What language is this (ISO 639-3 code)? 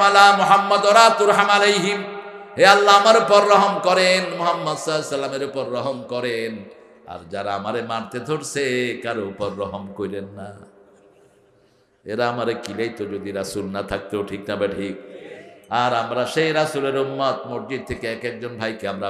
ben